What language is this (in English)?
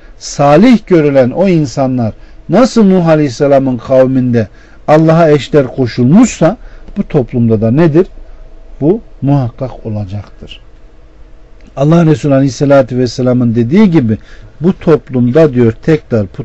Turkish